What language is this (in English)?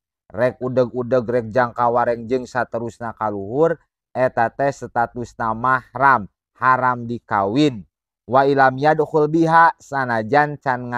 Sundanese